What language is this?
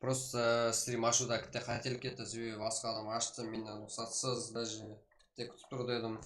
Kara-Kalpak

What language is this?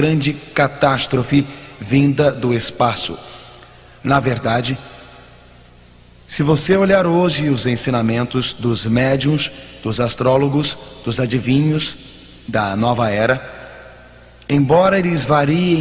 Portuguese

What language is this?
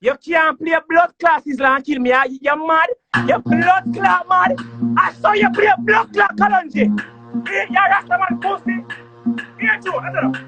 Jamaican Creole English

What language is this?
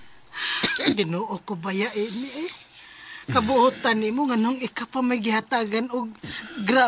Cebuano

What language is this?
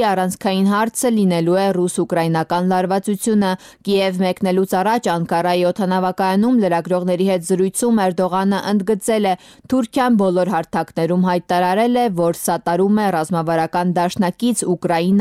Armenian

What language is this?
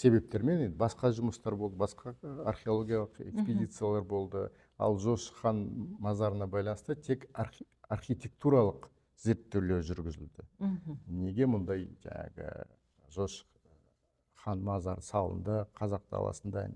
Kazakh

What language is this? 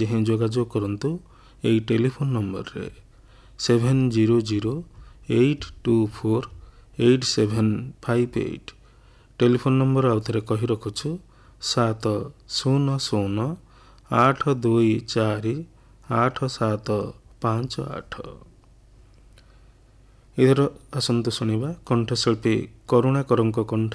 Odia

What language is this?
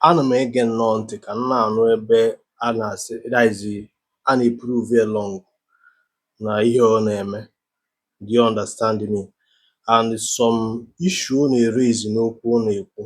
Igbo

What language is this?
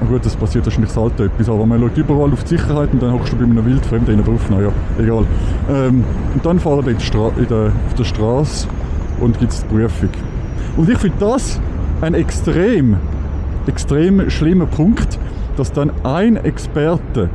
Swiss German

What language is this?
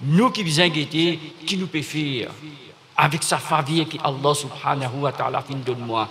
Morisyen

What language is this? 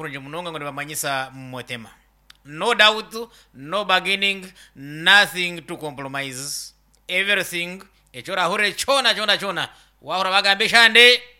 Nyankole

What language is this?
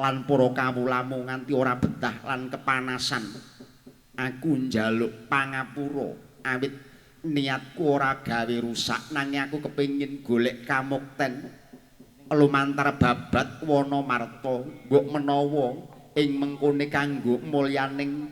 Javanese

